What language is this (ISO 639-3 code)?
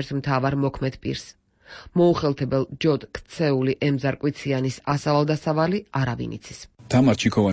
kat